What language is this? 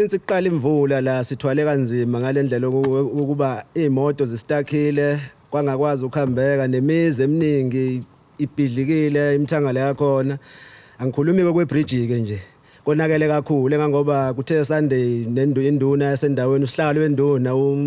Zulu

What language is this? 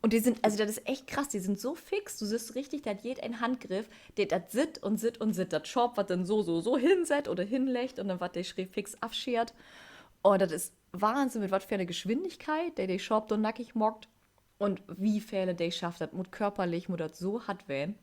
Low German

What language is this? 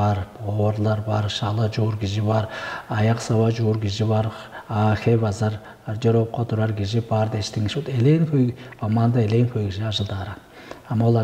Tuvinian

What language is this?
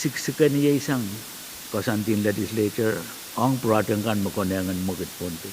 Pohnpeian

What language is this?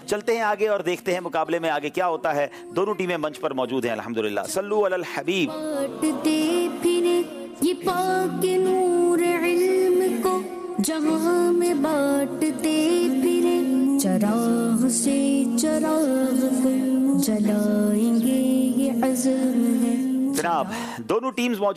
Urdu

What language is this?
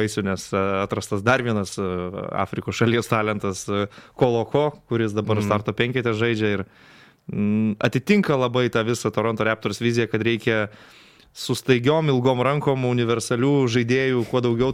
Lithuanian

